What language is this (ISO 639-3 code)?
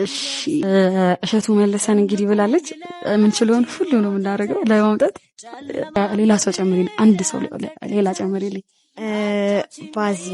amh